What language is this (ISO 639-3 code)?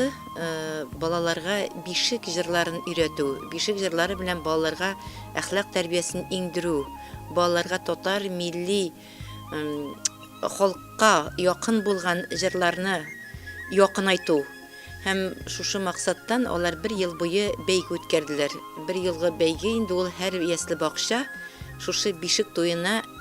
tat